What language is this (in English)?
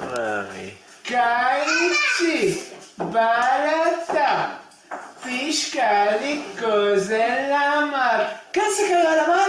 Ladino